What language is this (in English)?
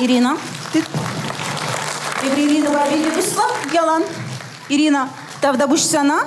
Chuvash